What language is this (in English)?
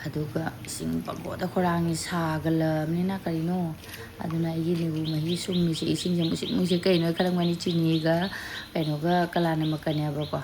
Manipuri